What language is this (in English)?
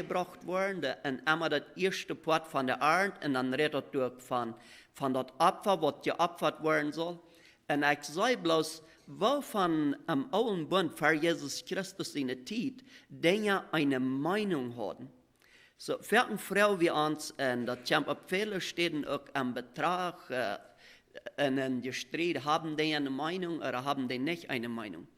Plautdietsch